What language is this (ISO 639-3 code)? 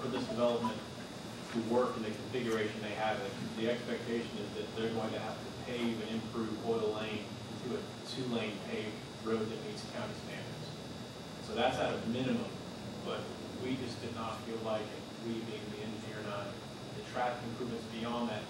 eng